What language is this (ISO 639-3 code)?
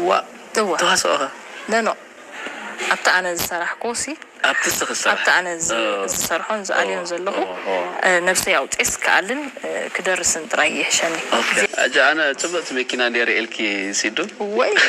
tir